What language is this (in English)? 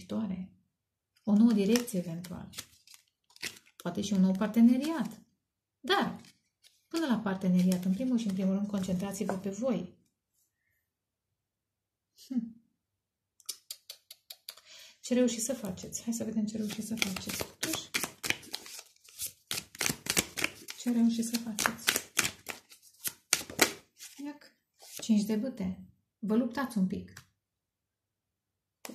Romanian